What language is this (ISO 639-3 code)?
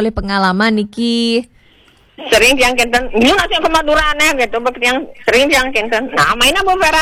ban